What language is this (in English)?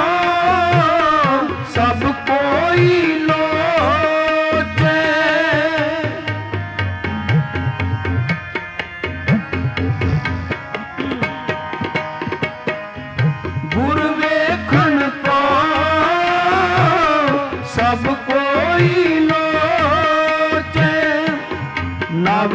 Punjabi